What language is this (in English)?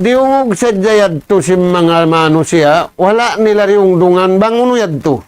Tausug